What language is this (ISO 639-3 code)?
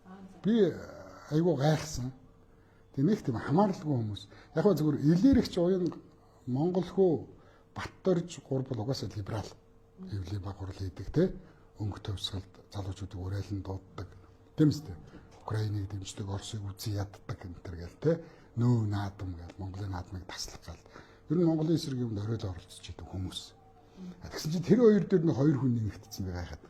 mon